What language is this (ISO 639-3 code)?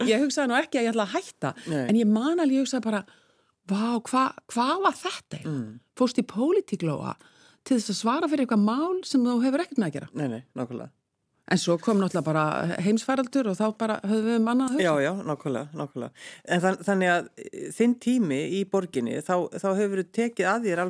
isl